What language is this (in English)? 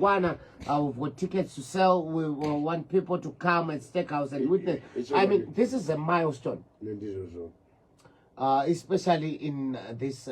Shona